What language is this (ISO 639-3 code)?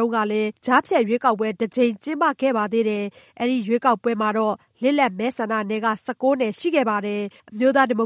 mya